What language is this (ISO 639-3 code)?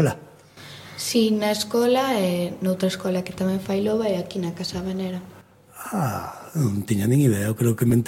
glg